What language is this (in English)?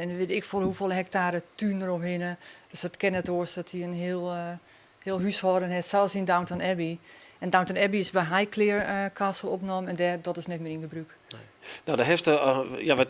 Western Frisian